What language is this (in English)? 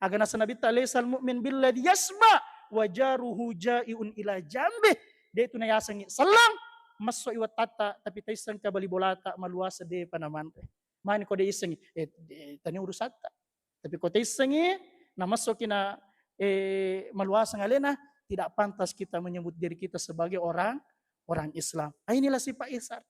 Buginese